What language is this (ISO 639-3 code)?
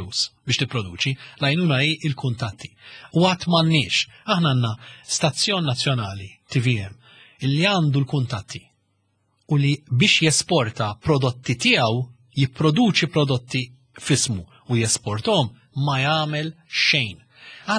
mlt